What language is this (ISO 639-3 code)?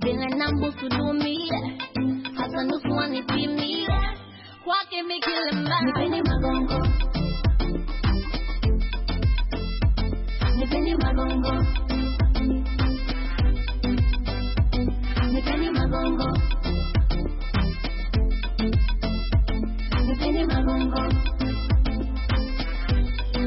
swa